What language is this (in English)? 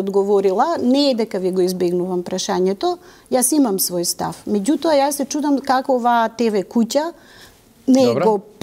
Macedonian